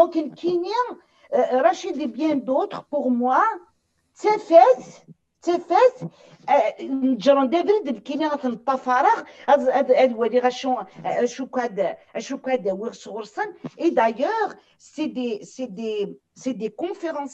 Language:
Kabyle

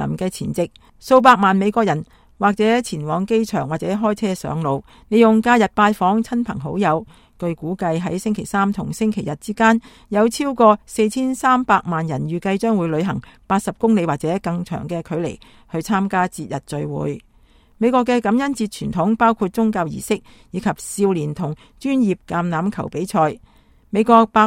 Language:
Cantonese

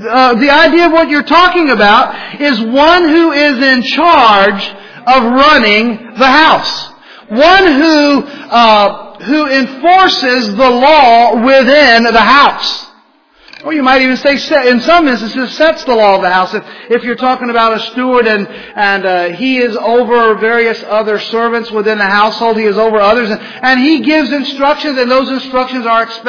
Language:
English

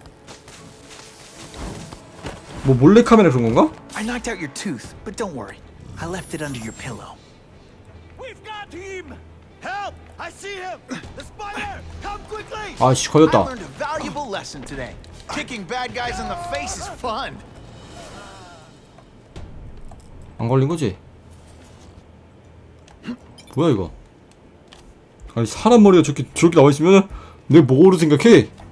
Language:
Korean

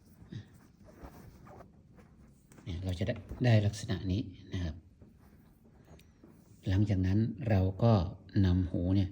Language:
Lao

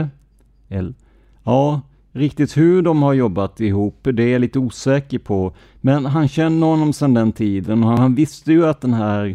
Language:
Swedish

